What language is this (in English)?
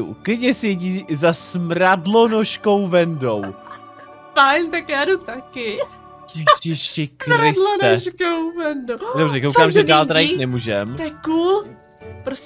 Czech